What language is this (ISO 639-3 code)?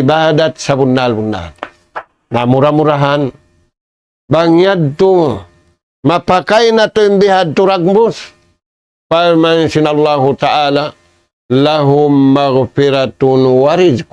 tsg